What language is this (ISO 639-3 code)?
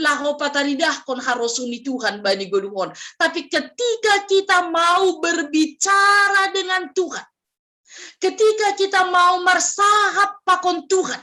bts